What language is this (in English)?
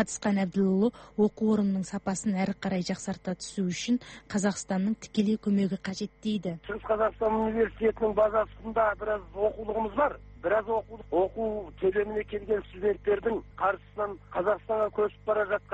Kazakh